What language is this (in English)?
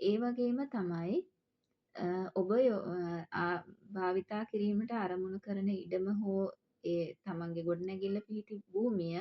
Sinhala